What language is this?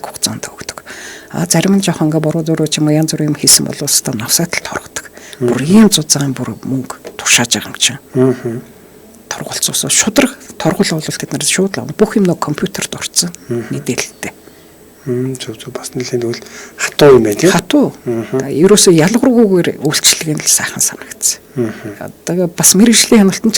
Mongolian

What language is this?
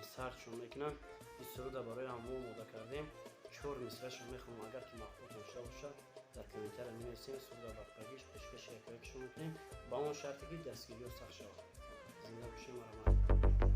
Tajik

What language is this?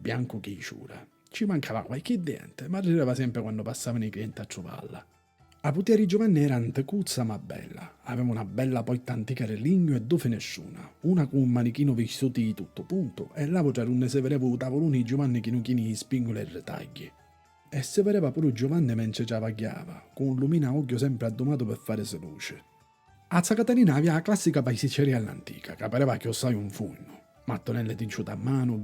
Sicilian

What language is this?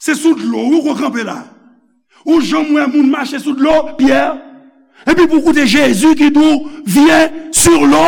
Haitian Creole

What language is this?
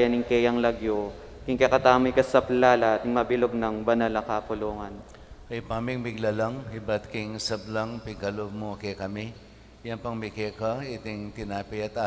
Pampanga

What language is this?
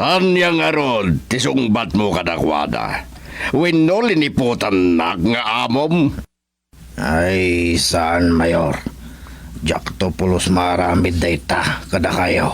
Iloko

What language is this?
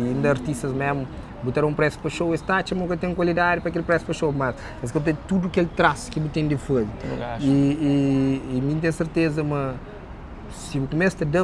Kabuverdianu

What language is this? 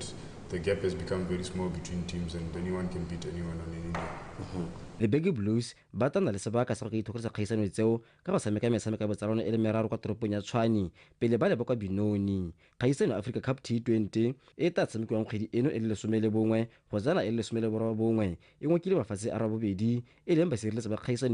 Tswana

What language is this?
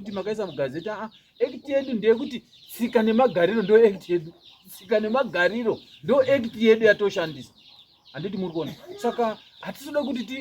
Shona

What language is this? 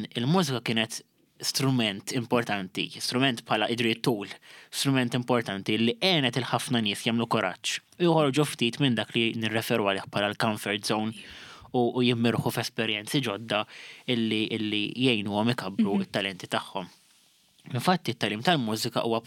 Maltese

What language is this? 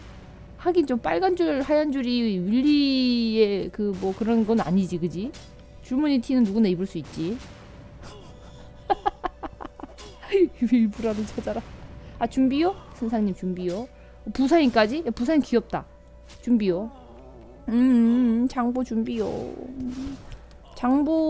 Korean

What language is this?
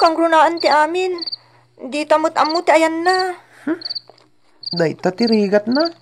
Iloko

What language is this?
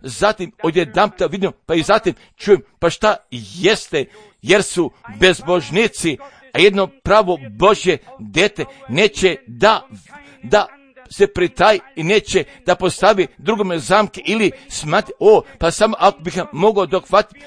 Croatian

